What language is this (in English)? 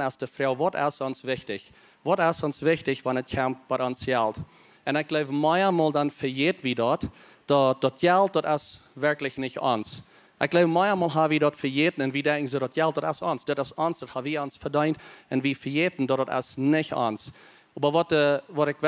Plautdietsch